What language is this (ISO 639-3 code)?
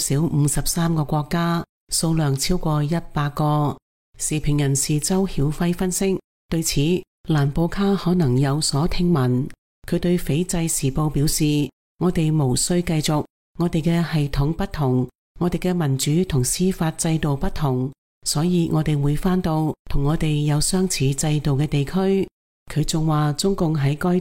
yue